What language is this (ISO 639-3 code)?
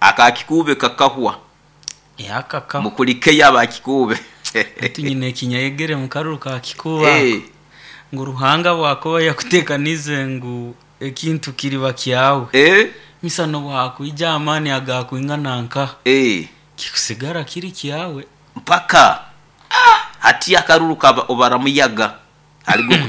nyo